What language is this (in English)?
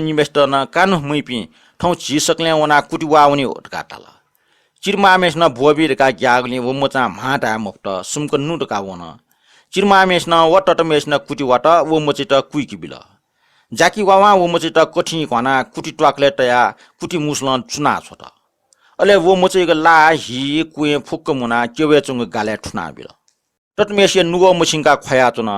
Newari